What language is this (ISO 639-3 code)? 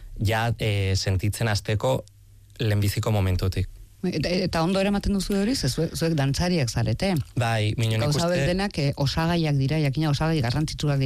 eus